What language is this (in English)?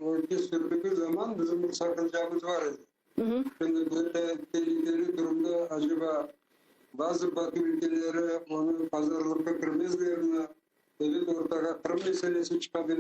Crimean Tatar